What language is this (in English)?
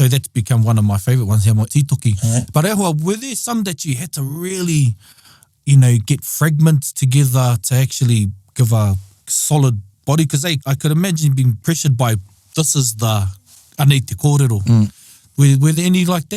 Māori